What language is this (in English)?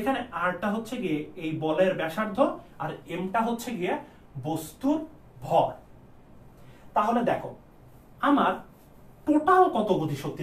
Bangla